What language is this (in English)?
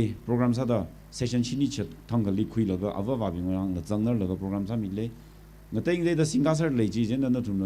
Tangkhul Naga (India)